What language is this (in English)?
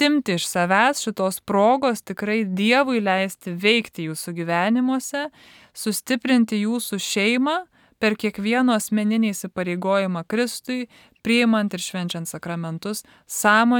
Lithuanian